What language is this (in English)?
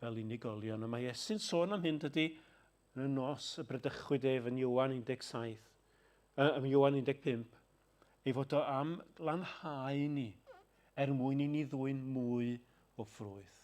Welsh